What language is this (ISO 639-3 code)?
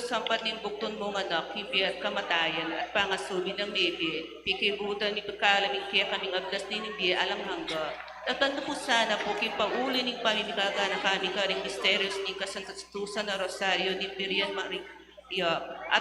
pam